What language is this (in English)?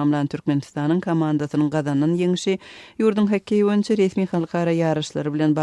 Turkmen